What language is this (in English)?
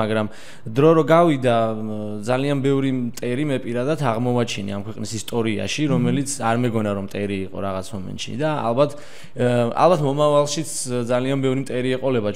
Georgian